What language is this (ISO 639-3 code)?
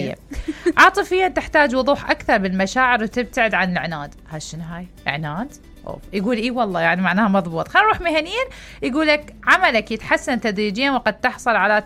acm